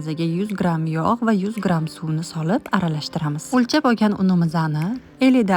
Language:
Uzbek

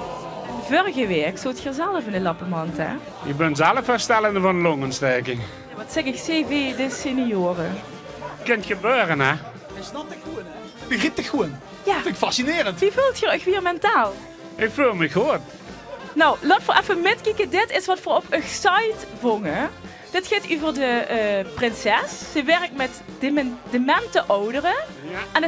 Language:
Limburgish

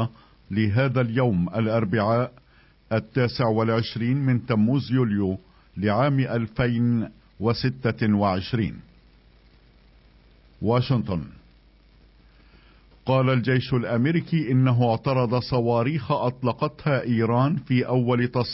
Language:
Arabic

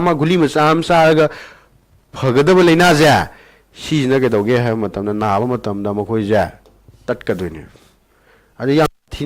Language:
Manipuri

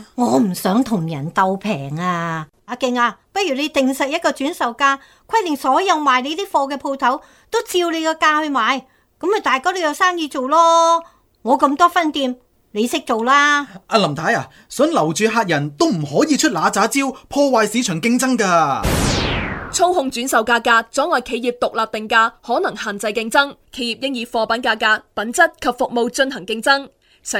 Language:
Cantonese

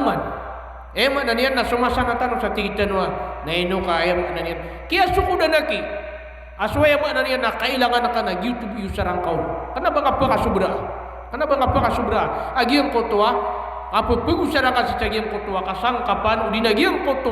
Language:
Maranao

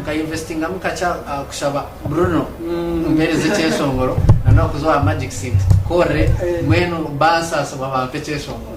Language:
Nyankole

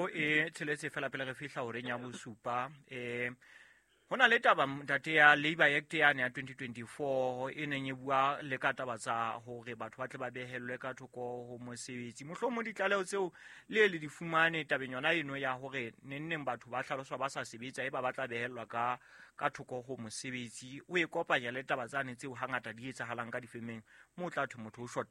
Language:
Southern Sotho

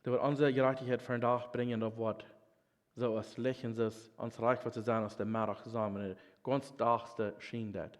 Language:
Plautdietsch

